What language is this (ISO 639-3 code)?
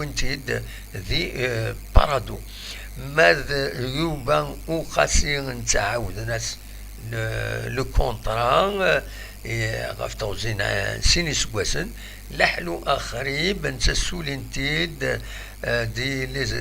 kab